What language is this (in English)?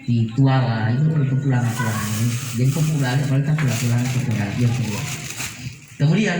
Gorontalo